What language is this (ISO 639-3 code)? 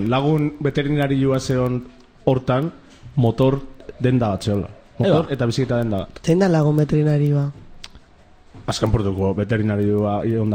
eus